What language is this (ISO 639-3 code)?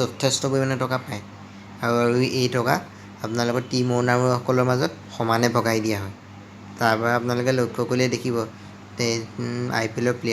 asm